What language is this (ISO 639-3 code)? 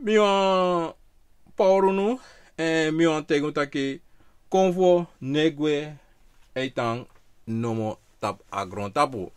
srn